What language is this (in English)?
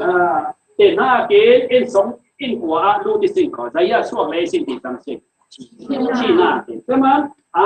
Falam Chin